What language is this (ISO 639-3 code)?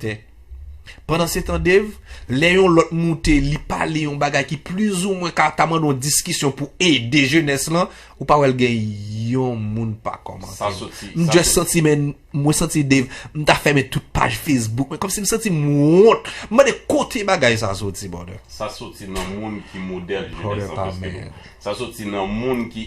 hat